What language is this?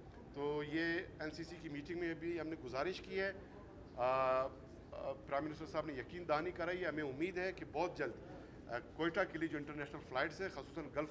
Urdu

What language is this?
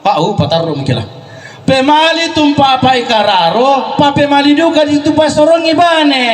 Toraja-Sa'dan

